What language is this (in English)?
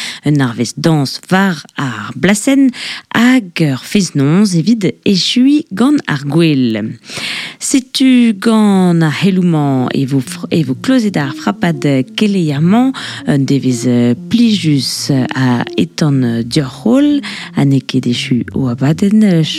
Breton